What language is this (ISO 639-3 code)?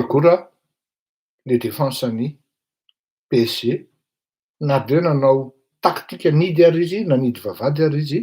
mlg